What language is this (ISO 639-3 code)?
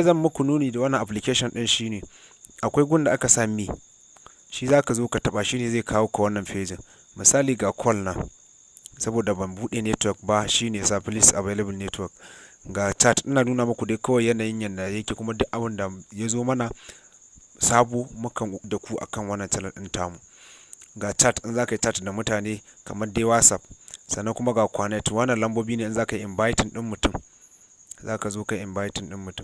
hau